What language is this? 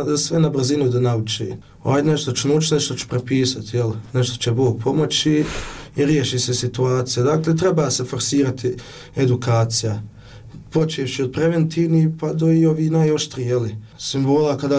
Bosnian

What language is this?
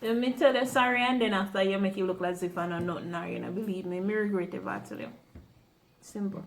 Jamaican Creole English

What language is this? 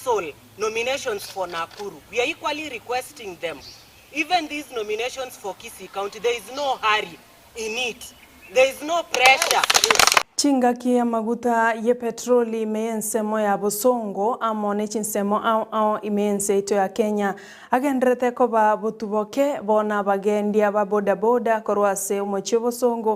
Gusii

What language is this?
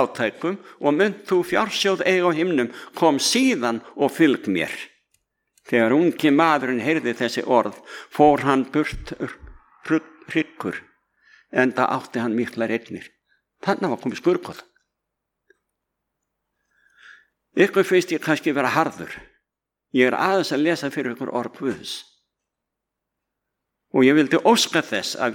Icelandic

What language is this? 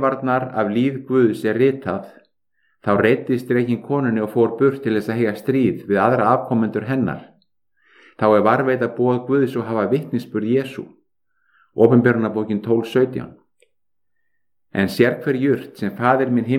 Icelandic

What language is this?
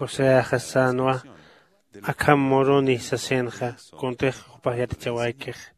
Aymara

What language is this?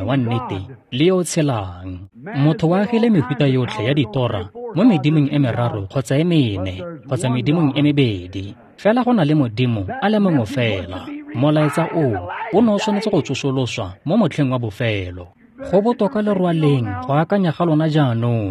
Tswana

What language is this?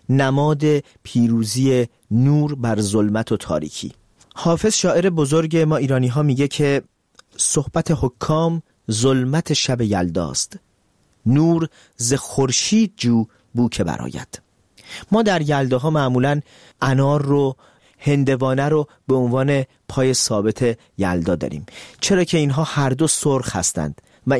Persian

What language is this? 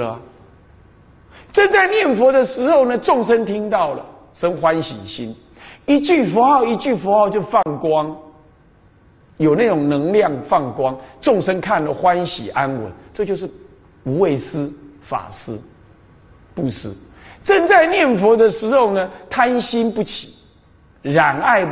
Chinese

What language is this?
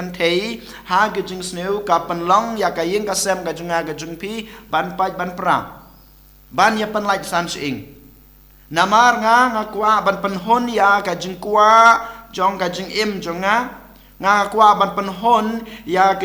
Khasi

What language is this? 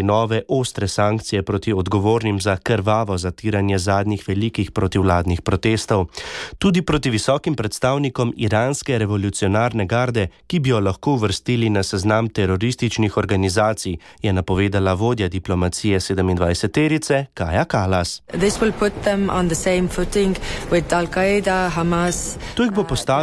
Slovenian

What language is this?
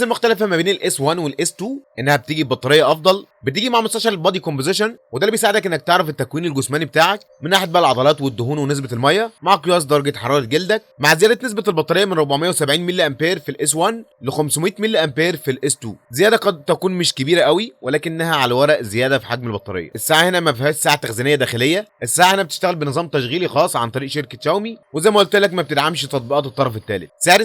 Egyptian Arabic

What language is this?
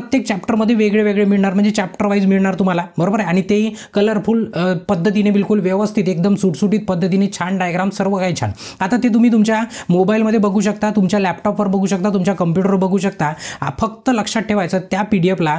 Marathi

